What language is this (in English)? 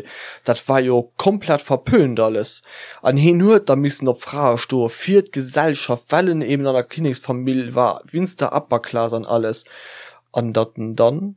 Luxembourgish